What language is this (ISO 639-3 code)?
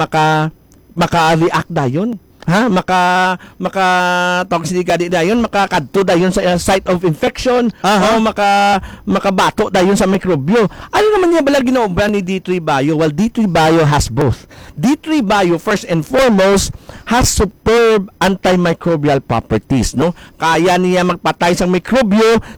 hil